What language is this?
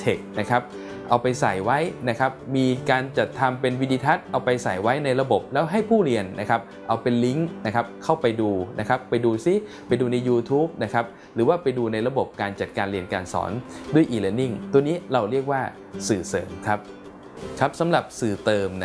Thai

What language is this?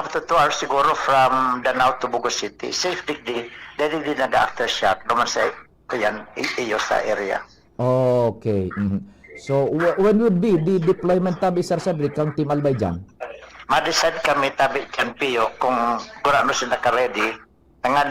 Bikol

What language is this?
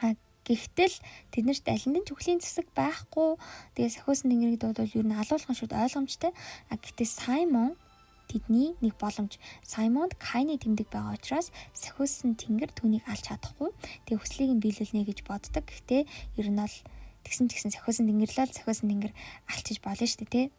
Mongolian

